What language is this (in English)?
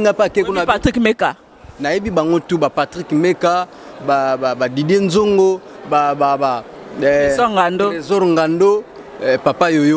Lingala